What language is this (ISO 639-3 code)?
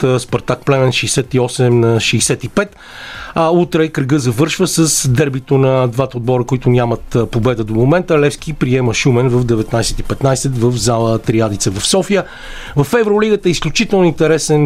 bul